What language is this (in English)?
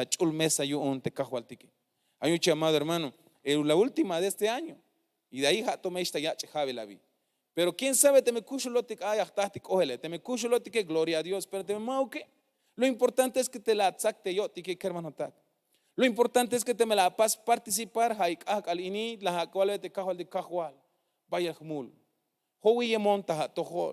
Tzeltal